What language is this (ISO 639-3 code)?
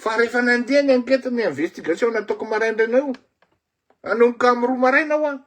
mlg